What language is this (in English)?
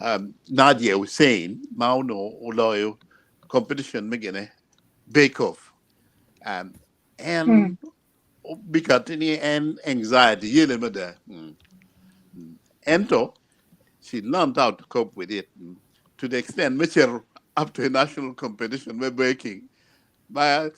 Acoli